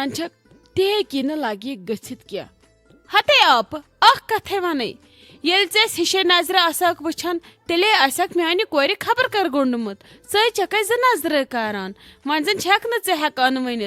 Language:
Kashmiri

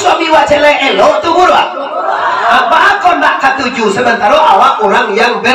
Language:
Minangkabau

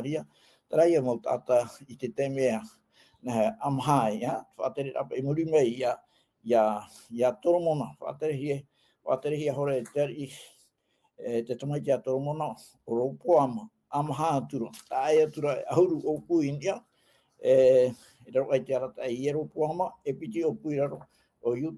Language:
Tahitian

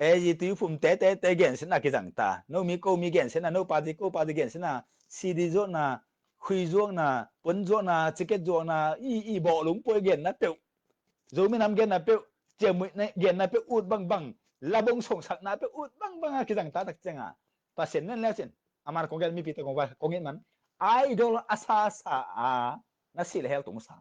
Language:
Tedim Chin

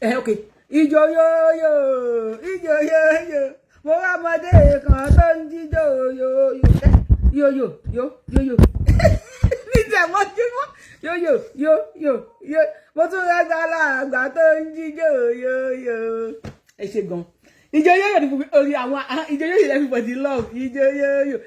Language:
Yoruba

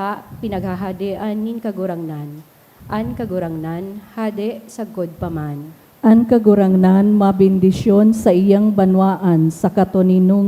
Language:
Bikol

